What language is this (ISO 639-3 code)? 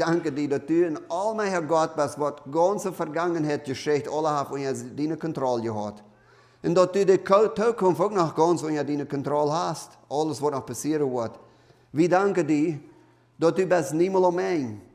pdt